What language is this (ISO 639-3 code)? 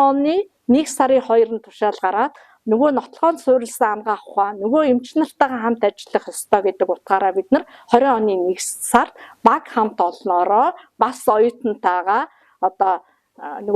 mon